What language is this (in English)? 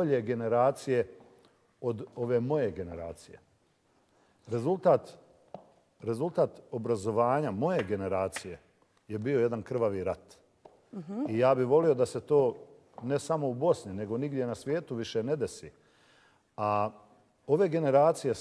Bosnian